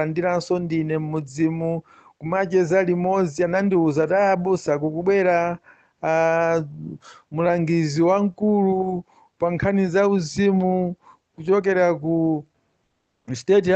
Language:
Nyanja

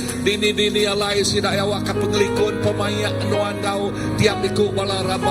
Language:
Iban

